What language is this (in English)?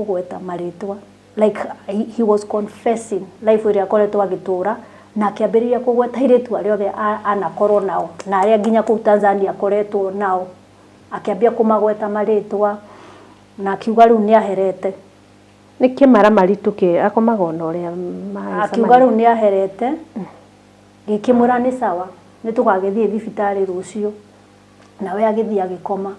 Kikuyu